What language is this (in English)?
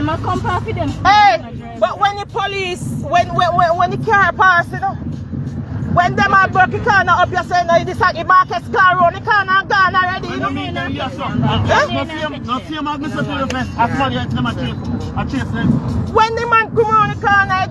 Jamaican Creole English